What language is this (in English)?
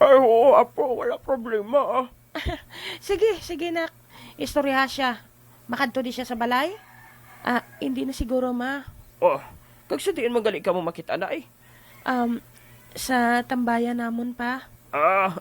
Hiligaynon